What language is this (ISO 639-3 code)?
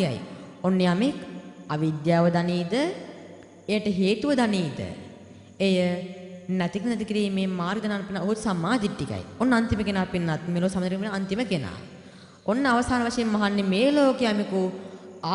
sin